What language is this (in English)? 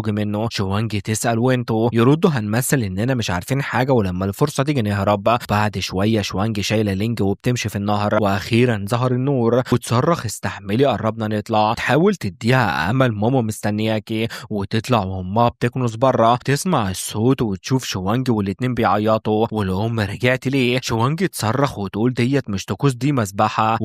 Egyptian Arabic